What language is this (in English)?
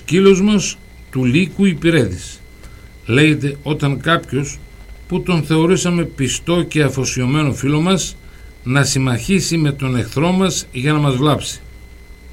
Greek